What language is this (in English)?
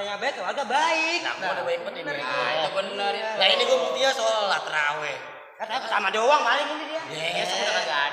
Betawi